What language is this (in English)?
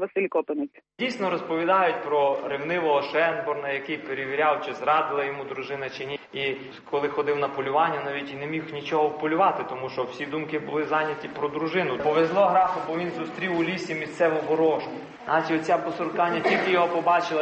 Ukrainian